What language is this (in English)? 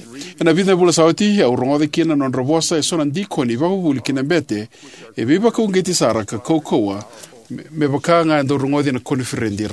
Fijian